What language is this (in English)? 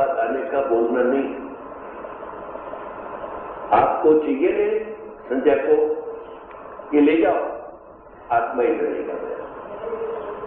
Gujarati